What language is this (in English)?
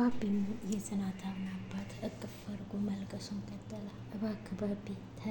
Amharic